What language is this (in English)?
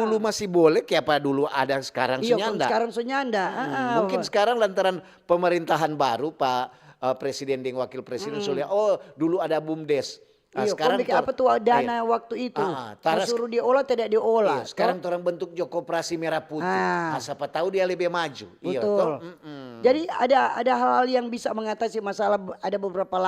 Manado Malay